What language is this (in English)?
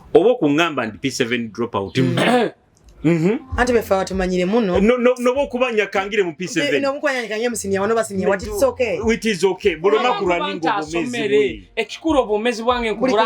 Nyoro